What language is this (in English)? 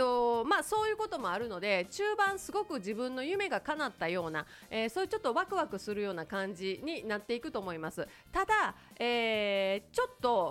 Japanese